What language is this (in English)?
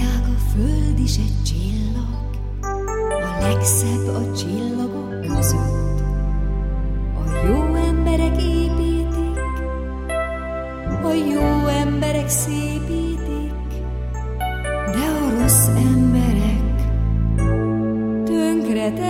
Hungarian